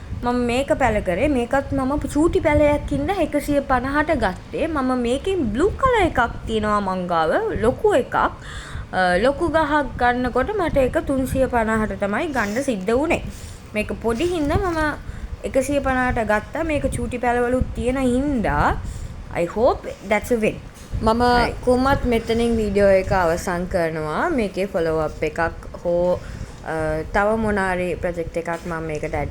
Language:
Sinhala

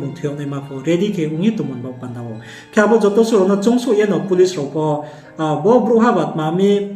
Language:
Riang (India)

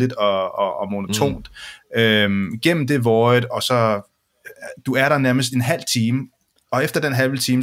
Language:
Danish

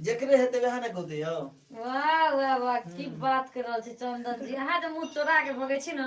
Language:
Maithili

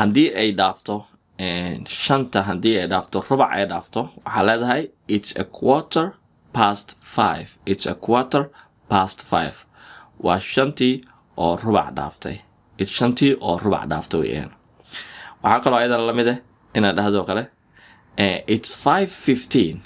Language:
Somali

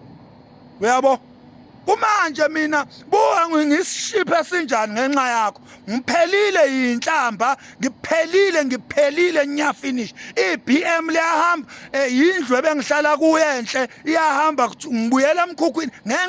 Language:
Zulu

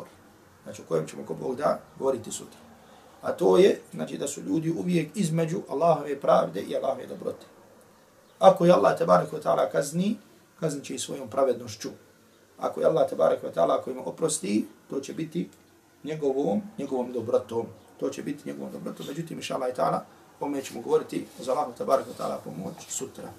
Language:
Bosnian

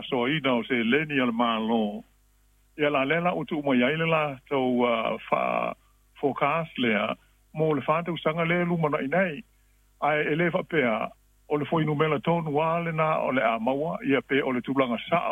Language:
Samoan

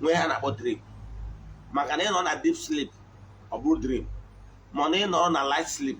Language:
Igbo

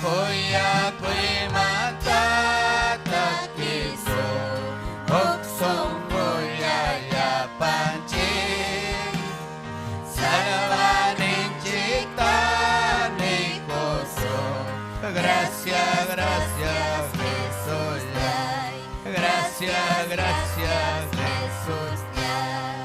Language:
Ayacucho Quechua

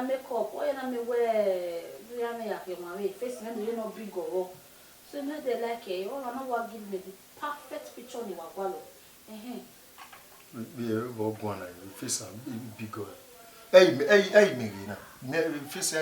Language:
Bini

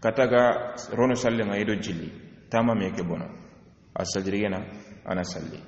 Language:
Soninke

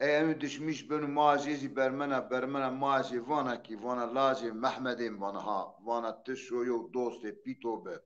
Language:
Zaza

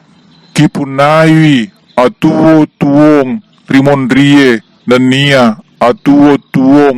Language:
Buginese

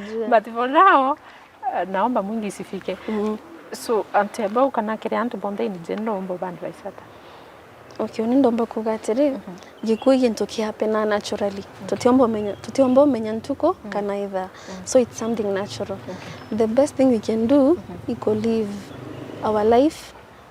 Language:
Meru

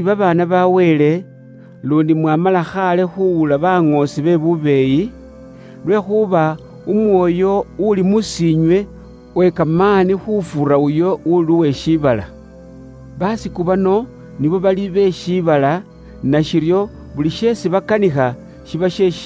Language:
Luyia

